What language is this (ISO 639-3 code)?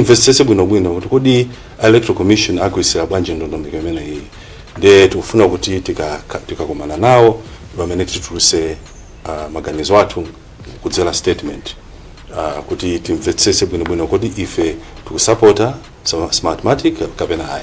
nya